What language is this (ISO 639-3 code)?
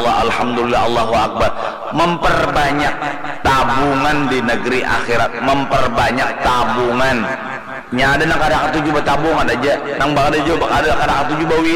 bjn